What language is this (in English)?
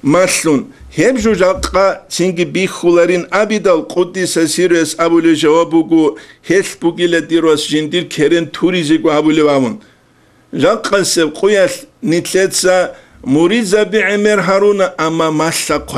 Avaric